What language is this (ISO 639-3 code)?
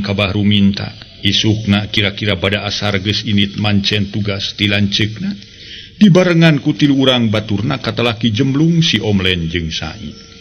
sun